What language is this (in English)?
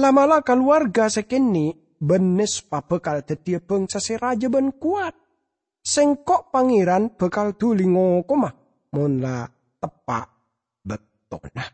Madurese